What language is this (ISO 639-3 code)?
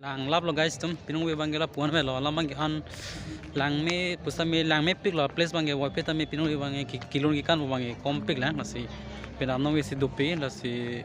mjw